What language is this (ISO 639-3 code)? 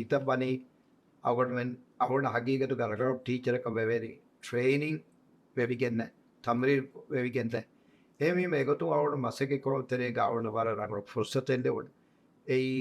div